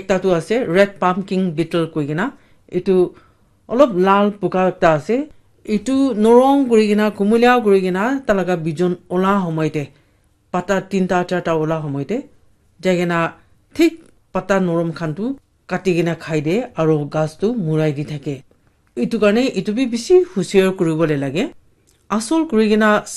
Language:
Naga Pidgin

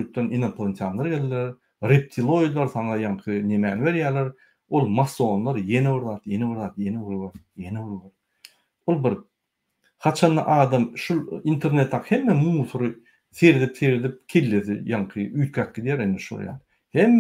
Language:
Turkmen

